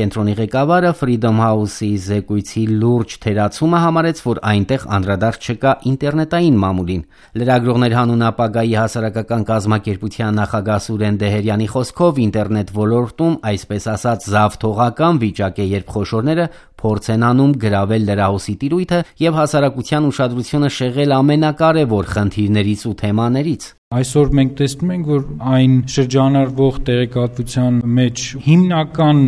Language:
Armenian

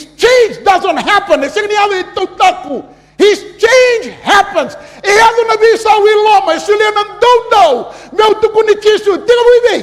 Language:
Fijian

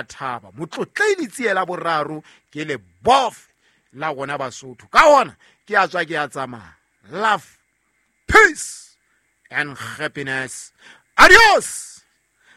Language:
Southern Sotho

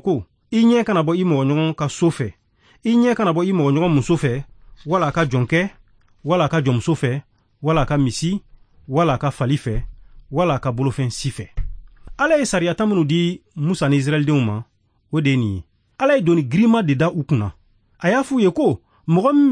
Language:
Bambara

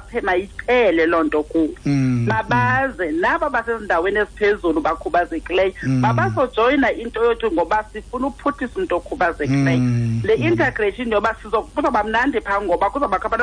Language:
Xhosa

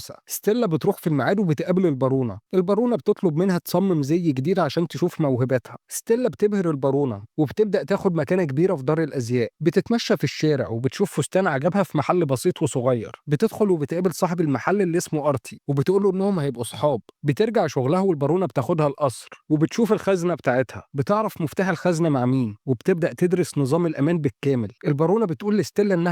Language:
Egyptian Arabic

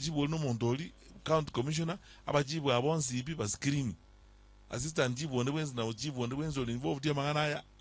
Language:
Gusii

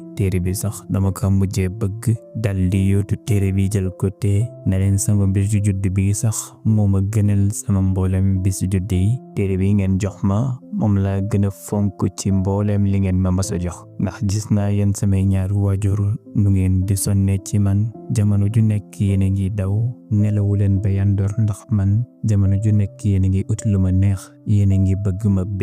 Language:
Wolof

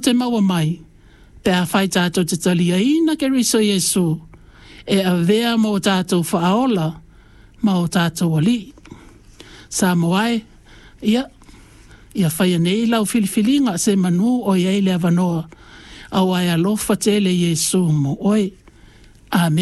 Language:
Samoan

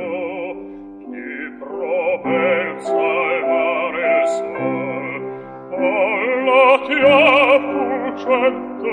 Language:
Italian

